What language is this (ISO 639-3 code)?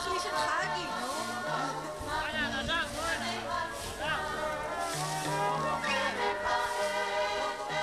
heb